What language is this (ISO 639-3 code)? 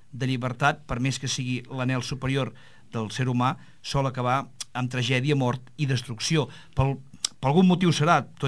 cat